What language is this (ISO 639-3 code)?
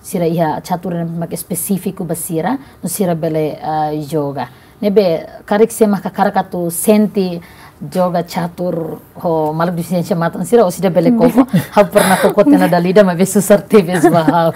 tet